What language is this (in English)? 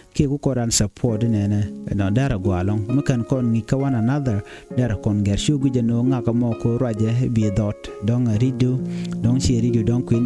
Nuer